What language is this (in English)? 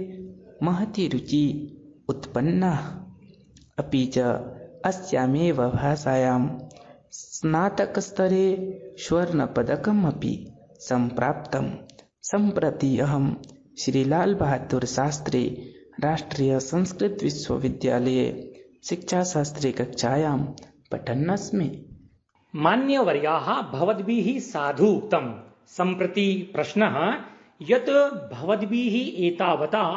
Sanskrit